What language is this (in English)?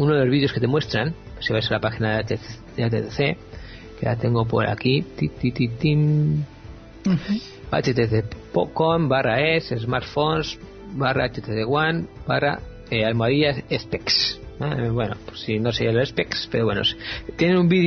Spanish